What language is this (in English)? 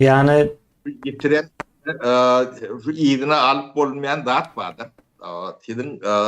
Turkmen